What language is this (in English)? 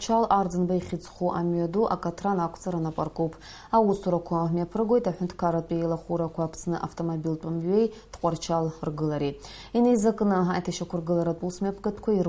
Abkhazian